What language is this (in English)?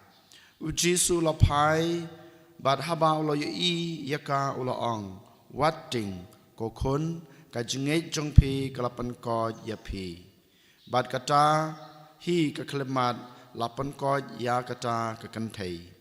Khasi